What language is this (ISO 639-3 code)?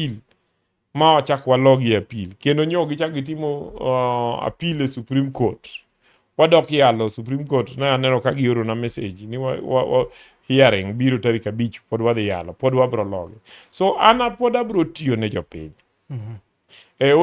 luo